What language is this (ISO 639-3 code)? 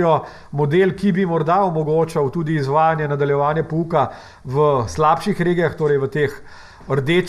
slv